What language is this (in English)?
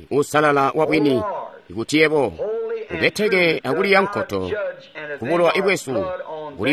Tonga (Zambia)